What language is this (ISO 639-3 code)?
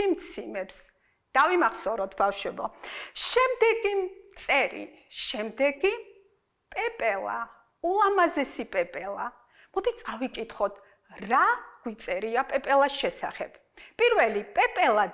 kat